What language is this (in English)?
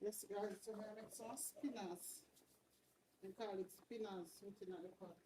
Jamaican Creole English